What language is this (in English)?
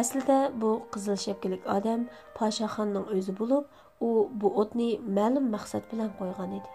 Uyghur